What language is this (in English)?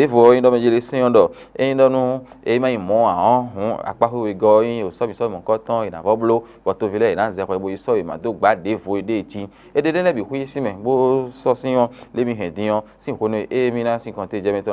Fon